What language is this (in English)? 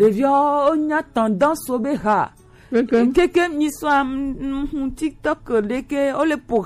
Gen